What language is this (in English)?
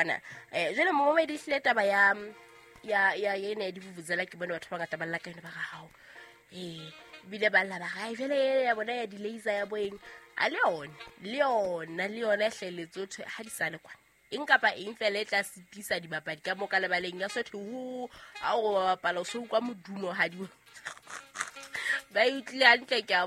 Southern Sotho